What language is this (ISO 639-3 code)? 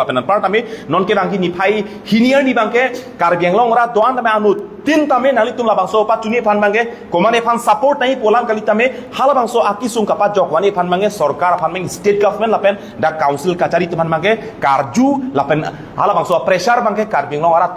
mjw